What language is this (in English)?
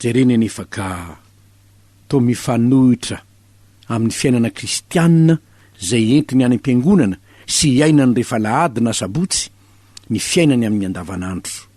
Malagasy